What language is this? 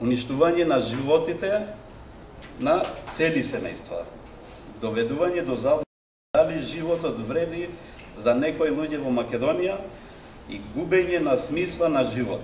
Macedonian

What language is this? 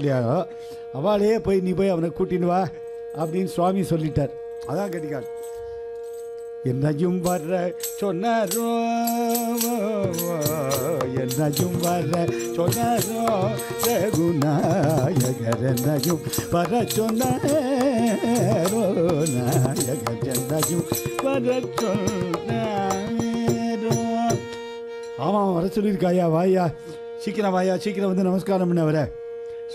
Tamil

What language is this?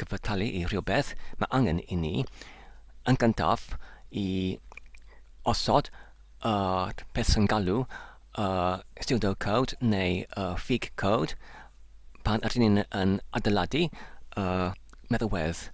Welsh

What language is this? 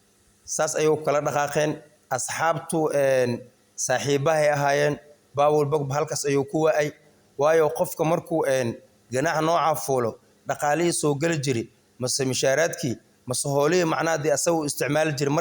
Somali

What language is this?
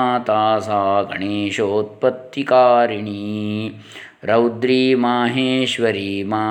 Sanskrit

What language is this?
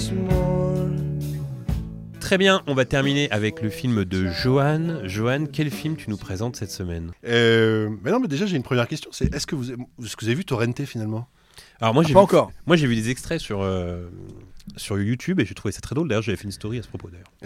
French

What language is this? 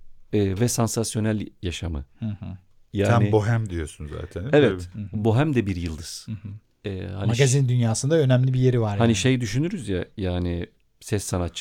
Turkish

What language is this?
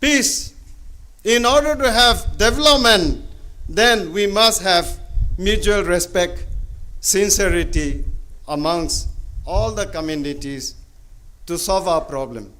Tangkhul Naga (India)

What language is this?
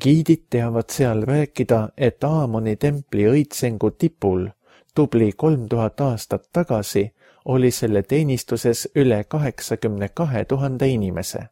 Estonian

